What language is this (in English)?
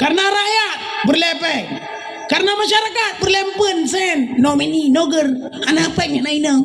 Achinese